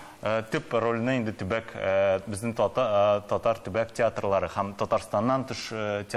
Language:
Tatar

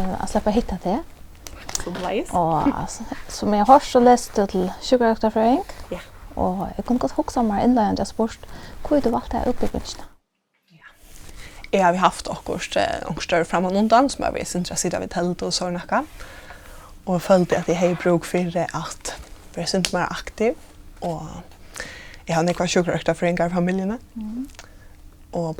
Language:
Faroese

